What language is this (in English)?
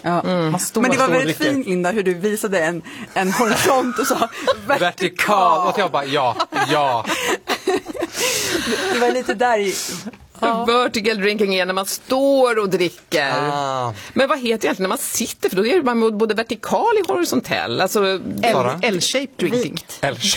Swedish